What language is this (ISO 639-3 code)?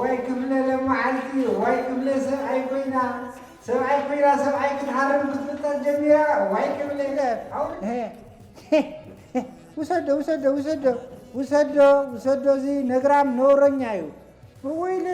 tir